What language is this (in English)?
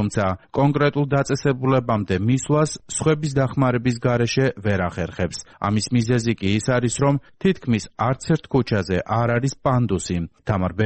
Georgian